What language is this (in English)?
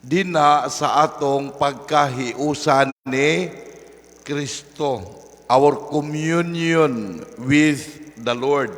Cebuano